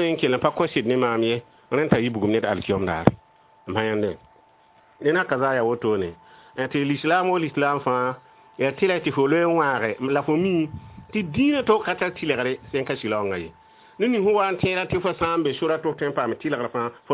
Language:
Mossi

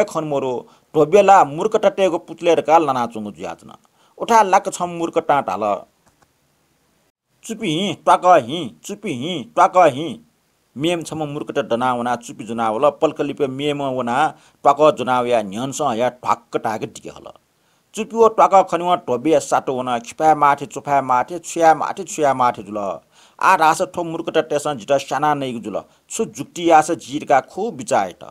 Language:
Newari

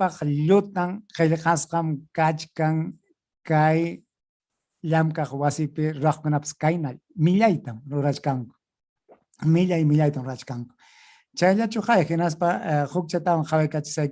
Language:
Ayacucho Quechua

